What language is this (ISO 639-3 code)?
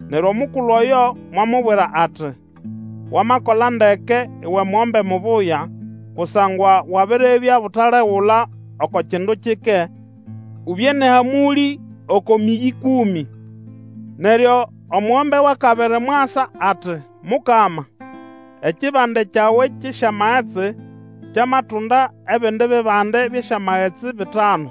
nnb